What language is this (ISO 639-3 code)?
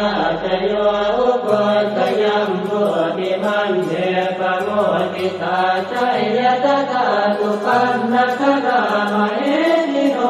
pli